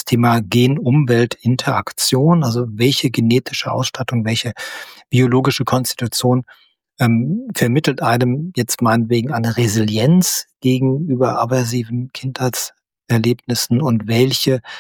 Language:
German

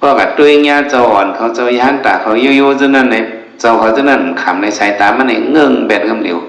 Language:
Shan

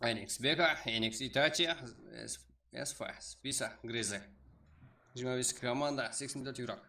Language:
Kara-Kalpak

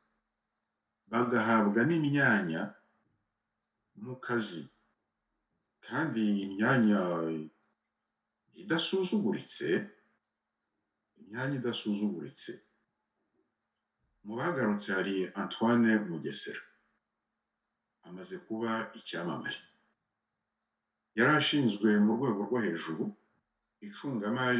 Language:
Kinyarwanda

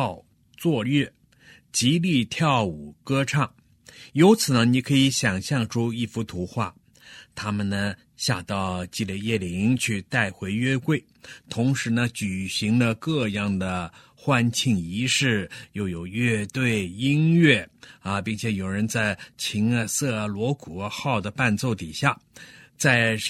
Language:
Chinese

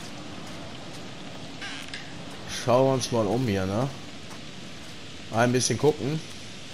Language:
German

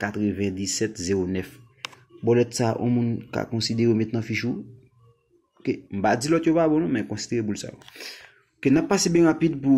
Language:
Haitian Creole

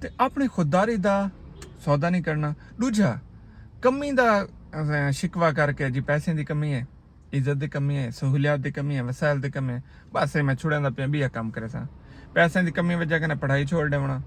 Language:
Saraiki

